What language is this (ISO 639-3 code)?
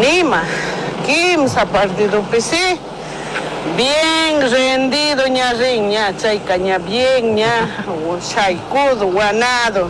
qug